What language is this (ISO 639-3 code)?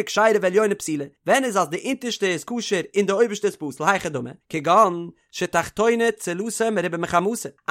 yid